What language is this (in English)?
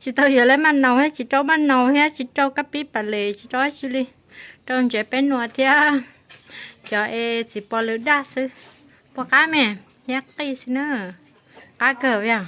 Hmong